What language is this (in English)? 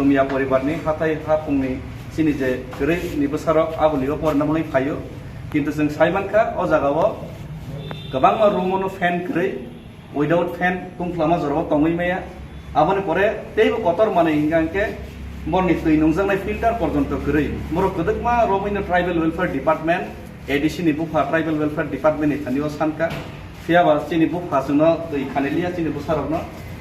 Kok Borok